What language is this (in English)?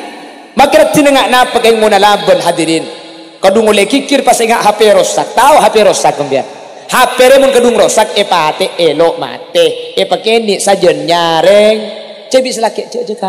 Madurese